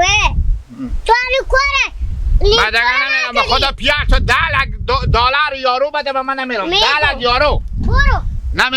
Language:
Hazaragi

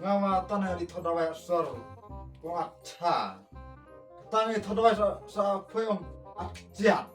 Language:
Khasi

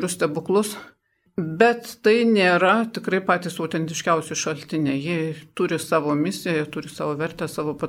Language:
Lithuanian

